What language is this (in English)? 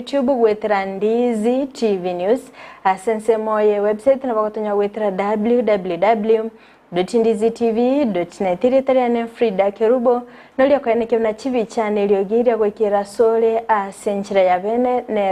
Gusii